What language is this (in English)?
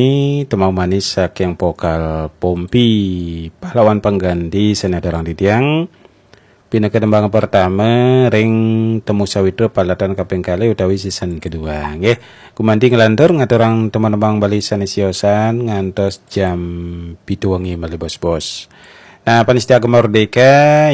Balinese